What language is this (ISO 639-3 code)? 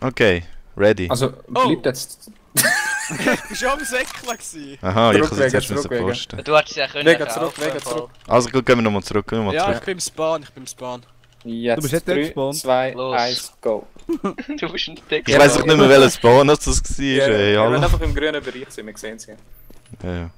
gsw